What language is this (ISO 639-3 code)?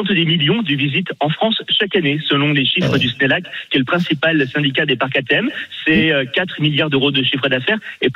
fra